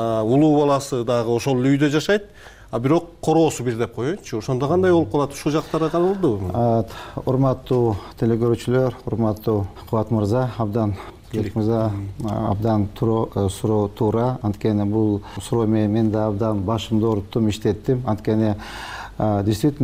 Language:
Kyrgyz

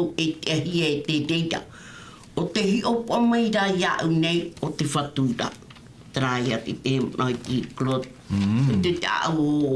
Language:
Tahitian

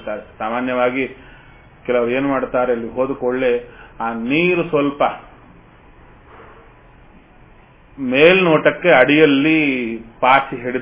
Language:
Kannada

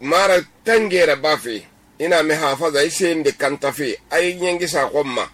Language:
Susu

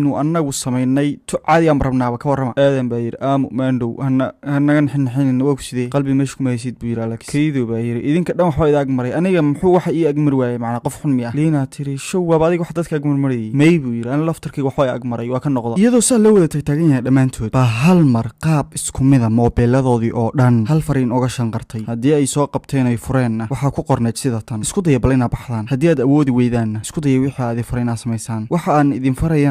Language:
Somali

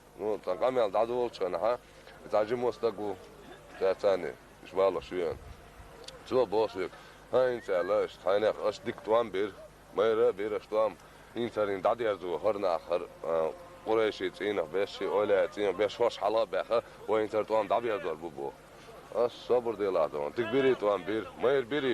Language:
Chechen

